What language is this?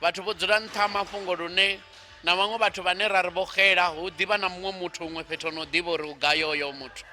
Venda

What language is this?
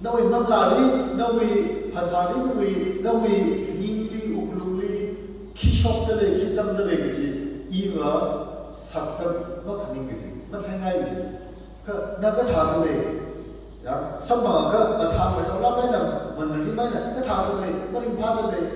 Tangkhul Naga (India)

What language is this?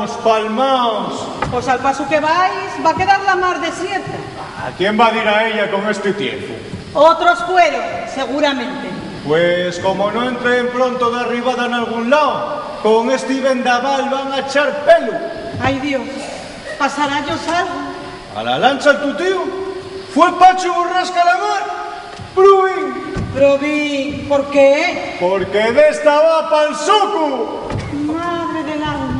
Asturian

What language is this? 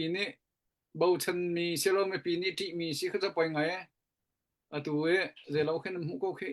Hakha Chin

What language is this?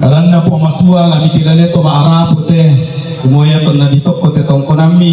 Toraja-Sa'dan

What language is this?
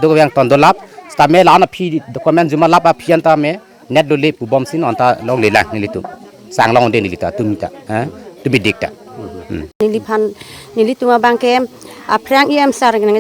Karbi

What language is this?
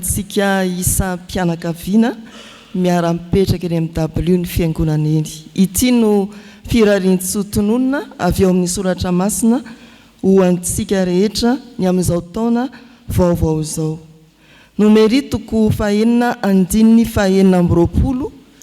Malagasy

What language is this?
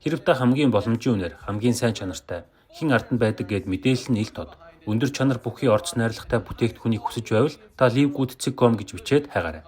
Mongolian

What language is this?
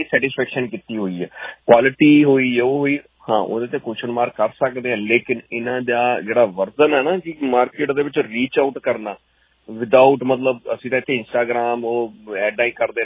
Punjabi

